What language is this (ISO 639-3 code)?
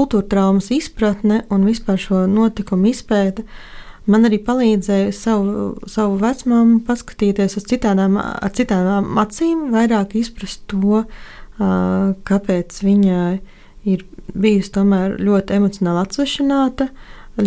lav